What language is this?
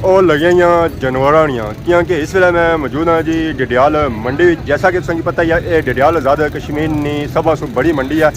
Pahari-Potwari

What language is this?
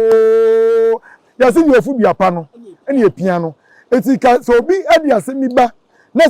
Akan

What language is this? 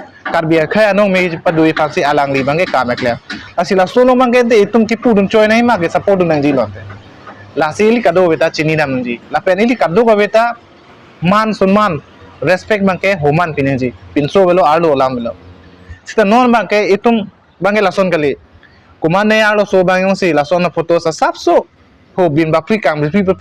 Karbi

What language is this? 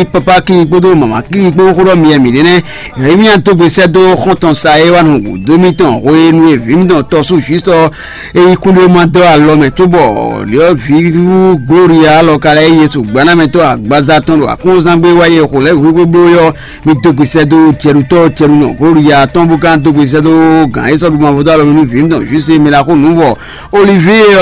Fon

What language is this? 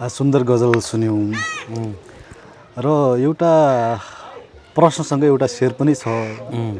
Nepali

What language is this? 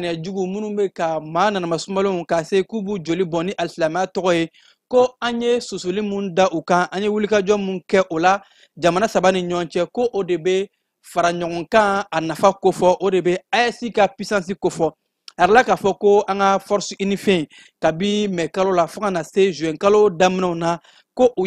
Bambara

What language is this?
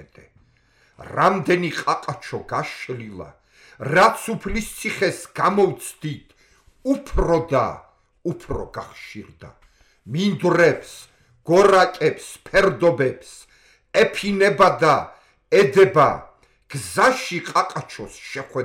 Georgian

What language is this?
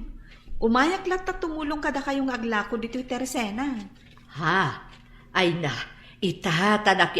Iloko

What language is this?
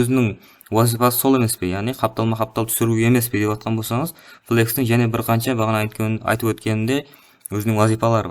Kara-Kalpak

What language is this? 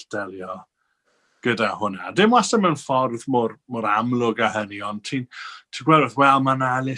Welsh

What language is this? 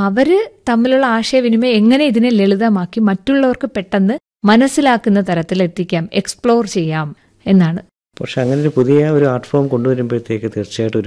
Malayalam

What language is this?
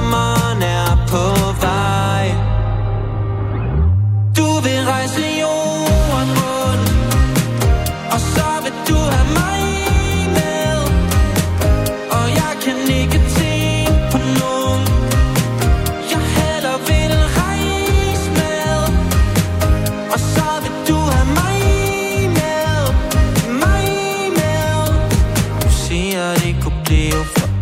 Danish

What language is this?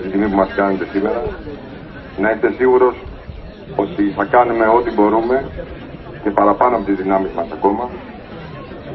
Greek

